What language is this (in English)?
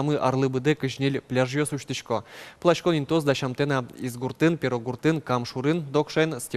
Udmurt